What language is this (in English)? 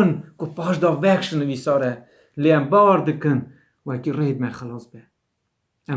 Kurdish